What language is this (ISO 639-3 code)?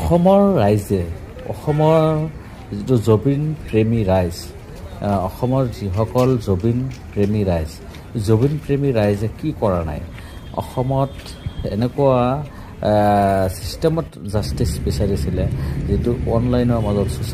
asm